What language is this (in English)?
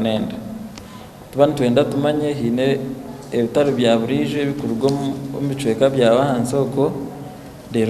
Nyankole